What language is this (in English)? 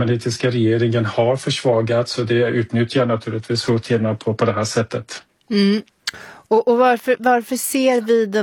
Swedish